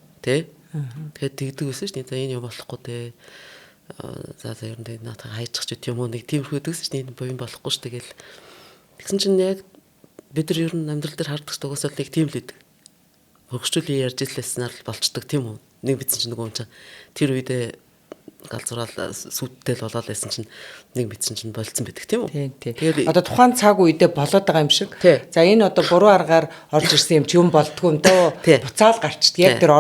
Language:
Mongolian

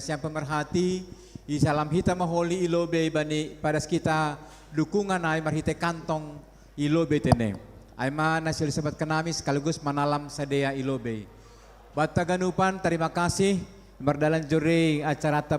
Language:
Batak Simalungun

